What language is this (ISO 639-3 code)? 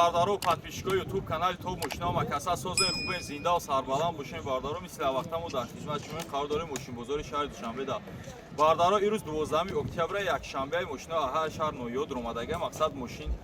tgk